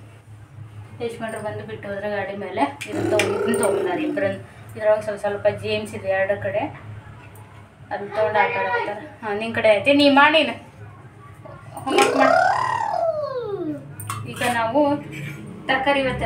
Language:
Kannada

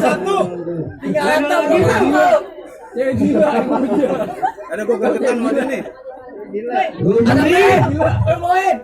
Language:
Betawi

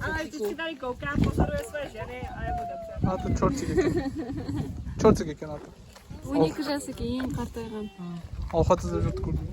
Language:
Kara-Kalpak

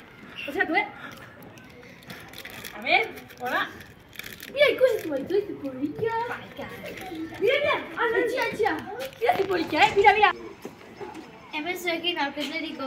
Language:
Basque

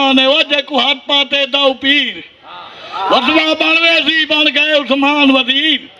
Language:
Saraiki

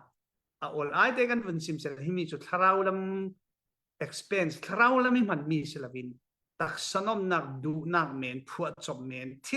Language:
Falam Chin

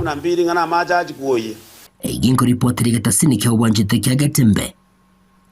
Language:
Gusii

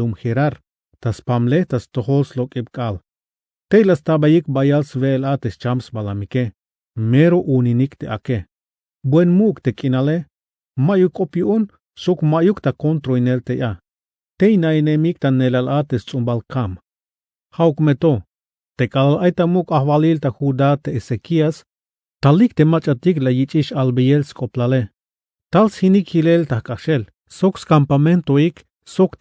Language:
Tzeltal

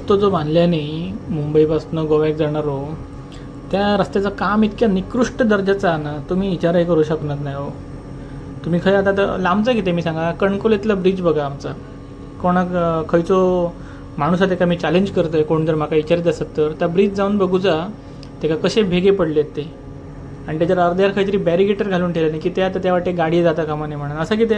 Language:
Konkani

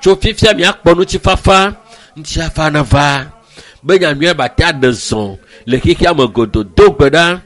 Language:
Ewe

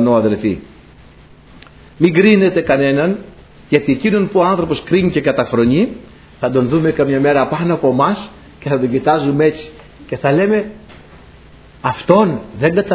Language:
Greek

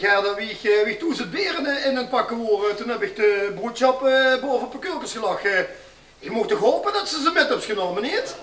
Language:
Limburgish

